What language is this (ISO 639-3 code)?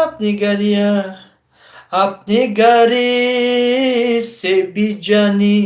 tgk